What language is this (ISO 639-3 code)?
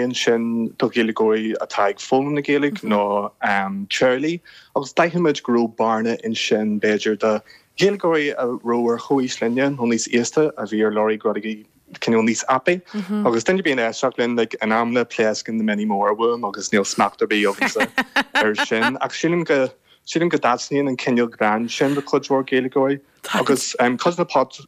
gle